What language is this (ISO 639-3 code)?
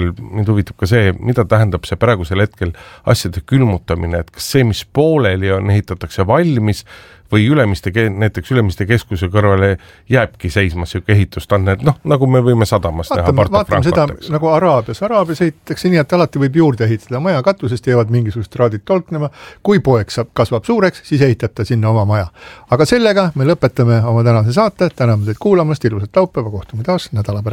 est